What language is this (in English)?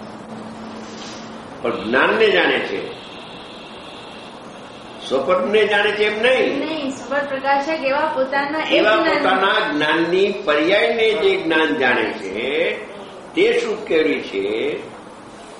Gujarati